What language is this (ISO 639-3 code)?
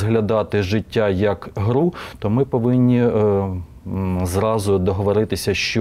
ukr